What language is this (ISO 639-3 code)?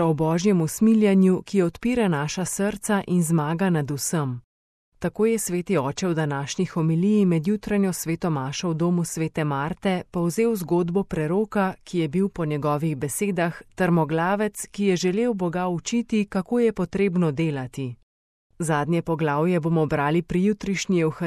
slv